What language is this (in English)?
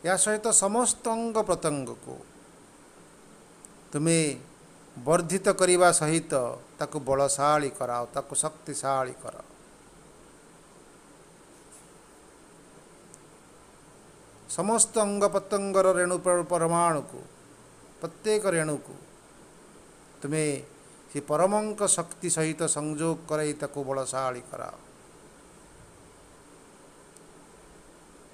Odia